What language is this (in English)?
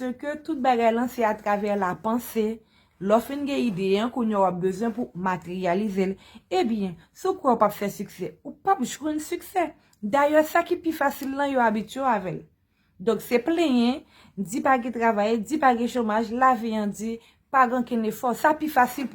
Haitian Creole